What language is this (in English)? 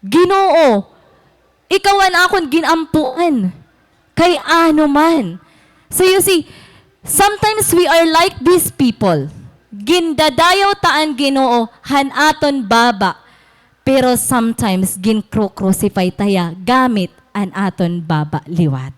Waray